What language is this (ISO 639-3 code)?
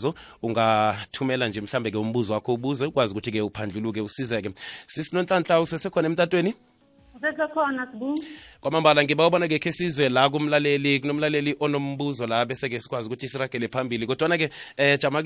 nbl